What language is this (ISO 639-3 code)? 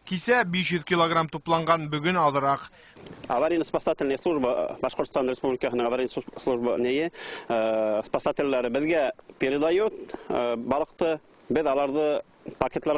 bak